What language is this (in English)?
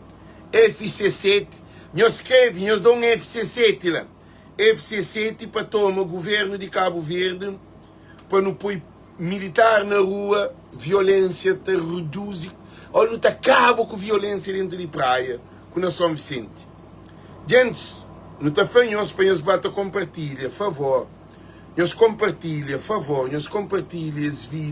Kabuverdianu